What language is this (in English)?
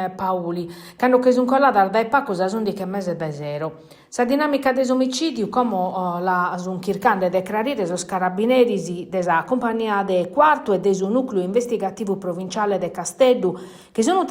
Sardinian